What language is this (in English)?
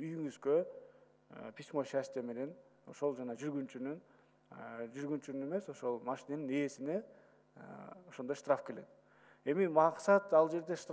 Kyrgyz